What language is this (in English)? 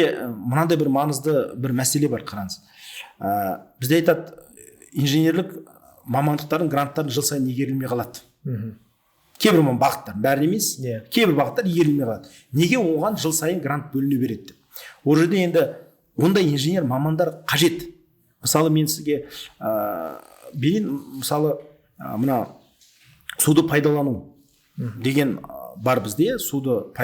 Kazakh